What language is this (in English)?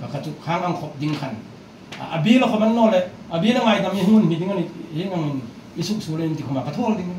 Hmar